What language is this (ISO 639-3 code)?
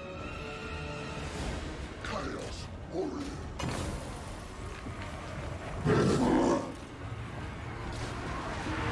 por